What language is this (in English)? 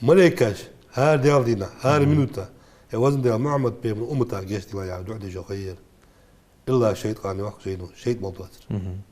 Ingush